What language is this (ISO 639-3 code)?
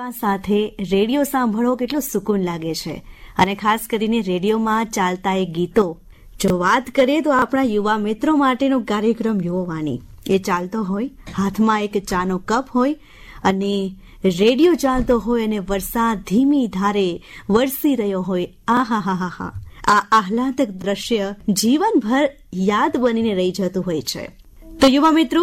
guj